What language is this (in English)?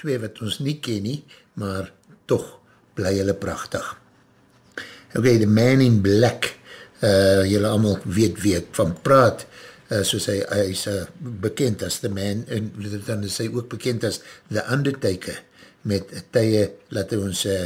Afrikaans